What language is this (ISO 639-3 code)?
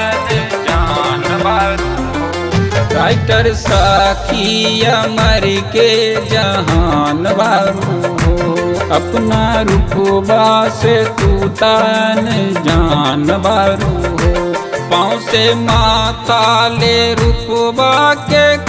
bho